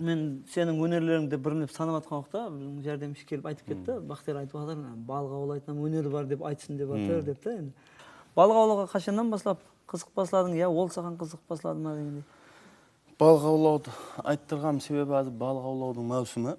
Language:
Kara-Kalpak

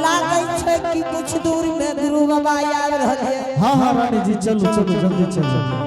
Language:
Angika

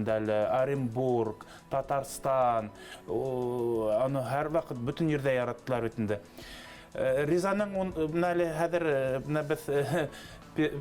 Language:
Bashkir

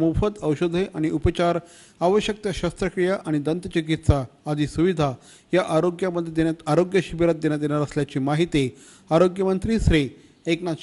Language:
Marathi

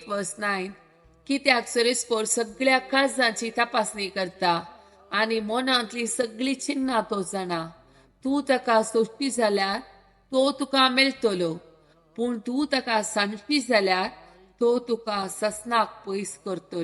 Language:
Konkani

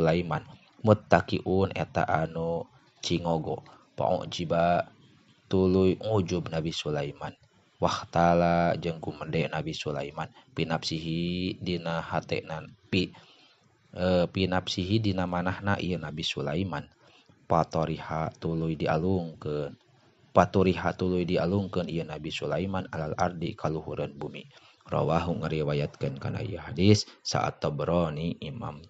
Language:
Sundanese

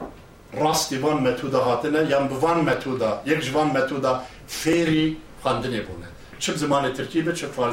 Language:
Kurdish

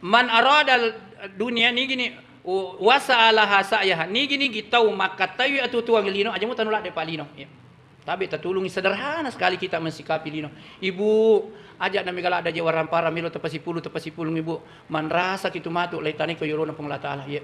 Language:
Buginese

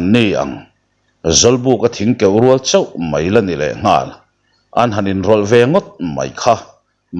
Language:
Mizo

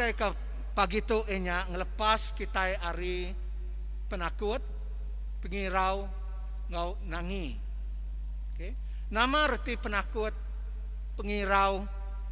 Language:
Iban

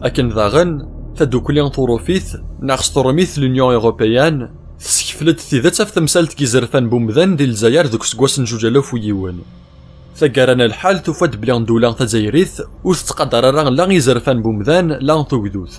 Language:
Kabyle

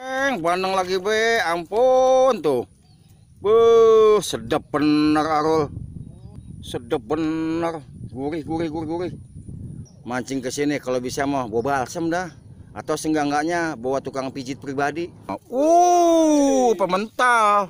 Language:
Betawi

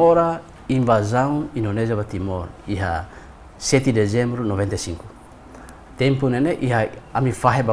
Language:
Tetum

